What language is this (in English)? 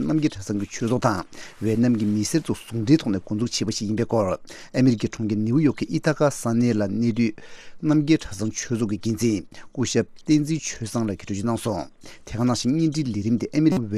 Tibetan